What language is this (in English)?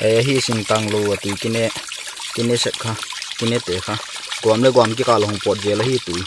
Paite Chin